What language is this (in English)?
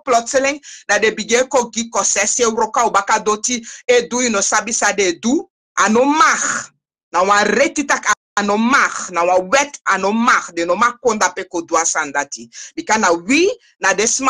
Sranan Tongo